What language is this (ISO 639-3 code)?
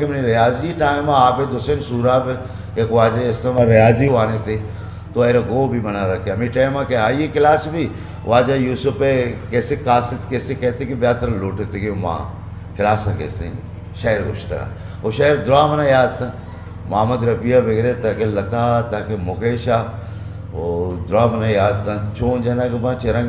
bgp